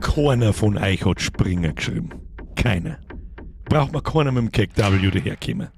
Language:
Bavarian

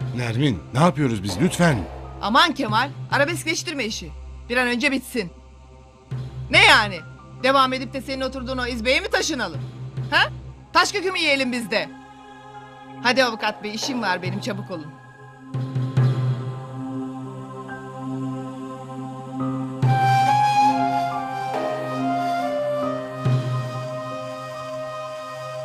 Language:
Turkish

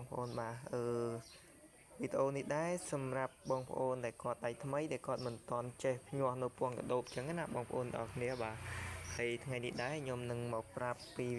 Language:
Khmer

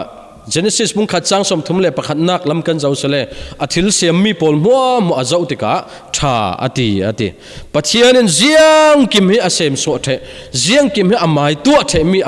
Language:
Falam Chin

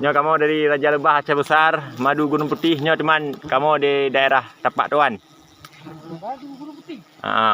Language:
Achinese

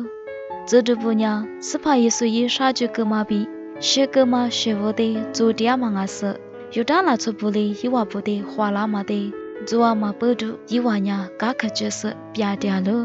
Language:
Lisu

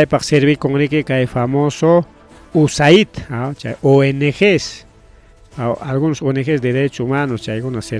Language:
Ayacucho Quechua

